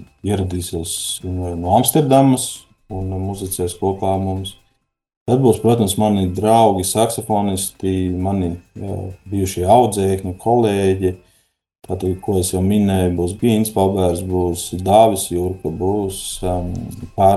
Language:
Latvian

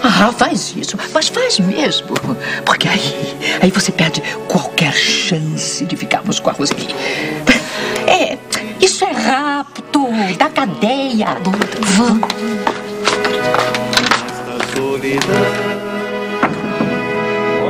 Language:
Portuguese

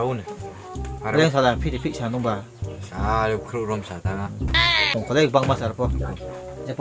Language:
Riang (India)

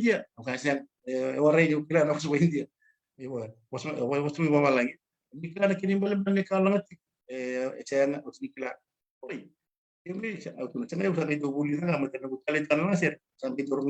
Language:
Fijian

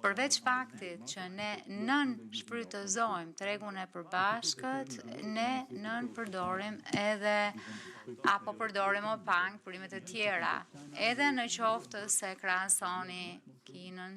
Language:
Albanian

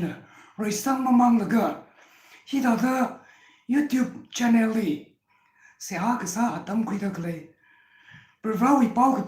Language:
Tangkhul Naga (India)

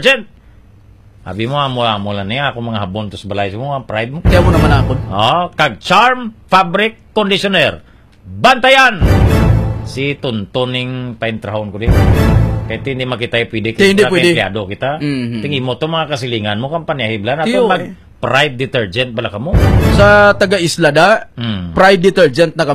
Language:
Hiligaynon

